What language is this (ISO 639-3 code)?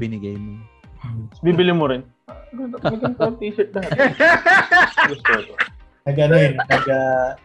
fil